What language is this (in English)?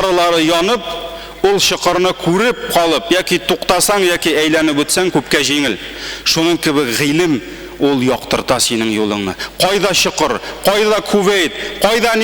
Tatar